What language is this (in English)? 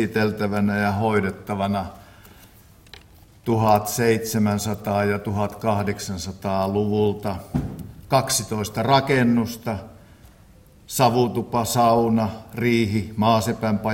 Finnish